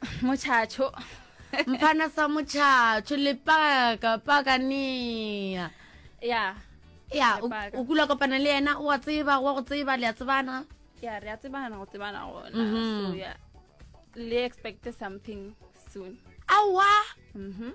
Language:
Northern Sotho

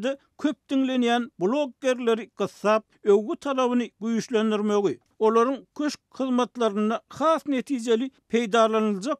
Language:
Turkmen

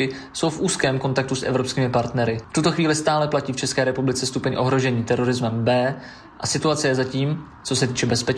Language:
Czech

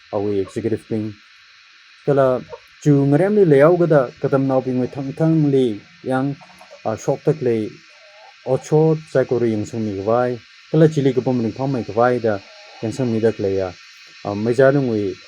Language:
Tangkhul Naga (India)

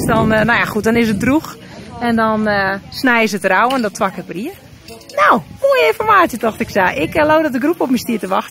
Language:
Western Frisian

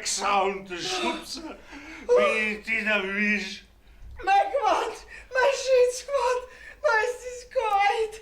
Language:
Bavarian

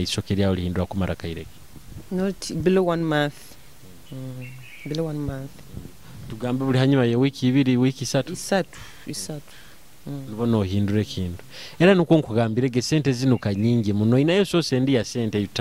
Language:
Nyoro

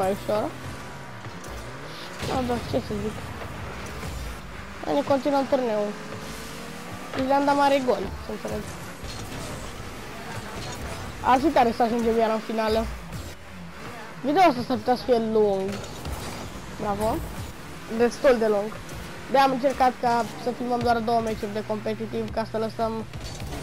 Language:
Romanian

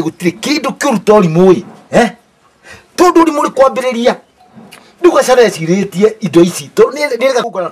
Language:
Kikuyu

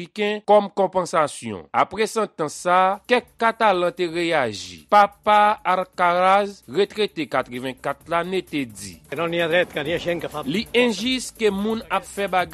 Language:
Haitian Creole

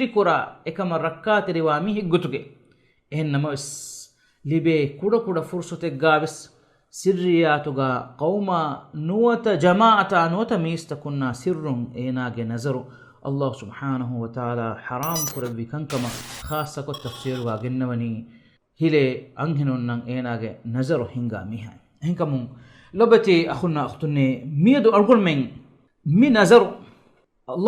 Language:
Divehi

